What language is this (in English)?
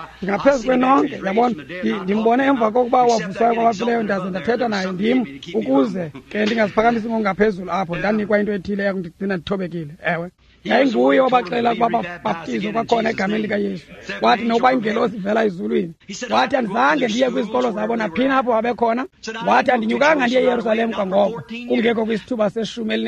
Xhosa